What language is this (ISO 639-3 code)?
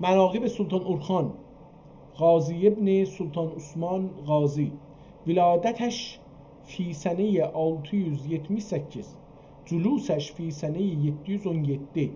azb